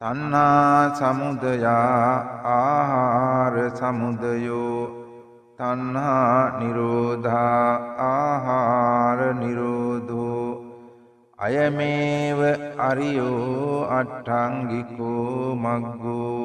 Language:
Sinhala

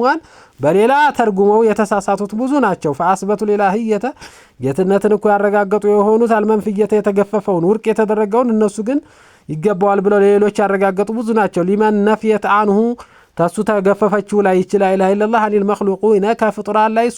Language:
Amharic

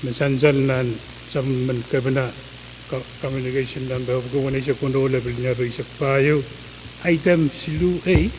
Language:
Pohnpeian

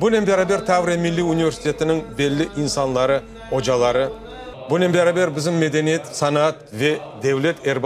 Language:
Crimean Tatar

